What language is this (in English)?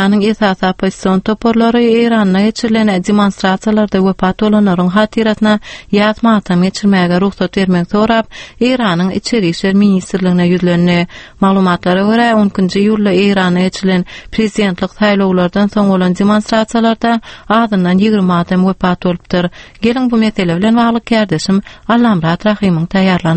Turkmen